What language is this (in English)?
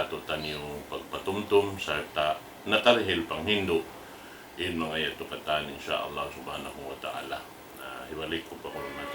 Tausug